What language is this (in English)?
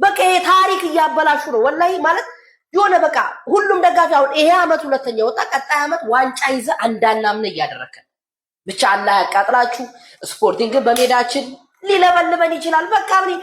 Amharic